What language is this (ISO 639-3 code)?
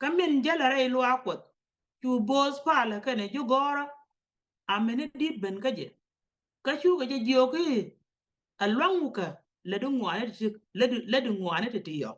nus